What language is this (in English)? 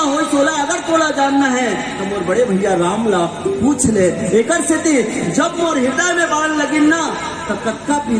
Chhattisgarhi